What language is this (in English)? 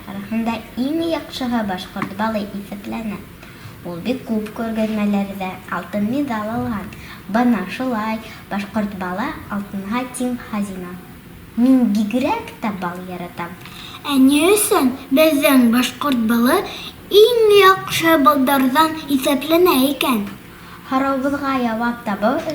Bashkir